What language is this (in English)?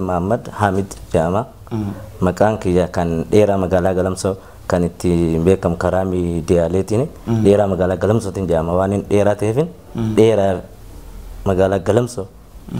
Oromo